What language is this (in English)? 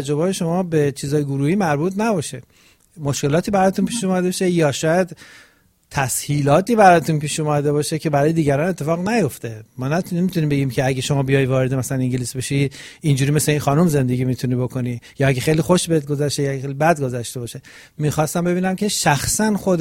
Persian